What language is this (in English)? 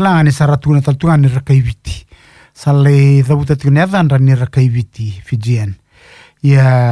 Fijian